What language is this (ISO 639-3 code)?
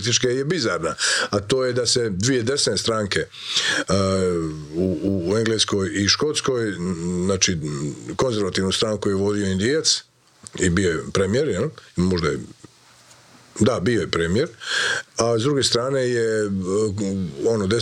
hrv